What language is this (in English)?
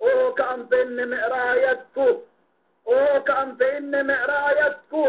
Yakan